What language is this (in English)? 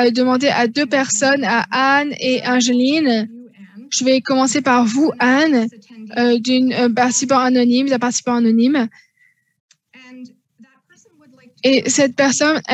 French